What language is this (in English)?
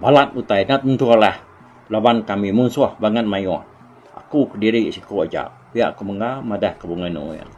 Iban